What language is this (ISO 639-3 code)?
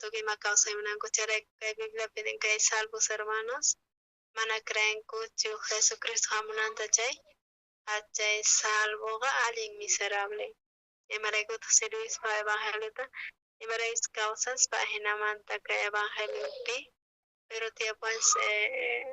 quh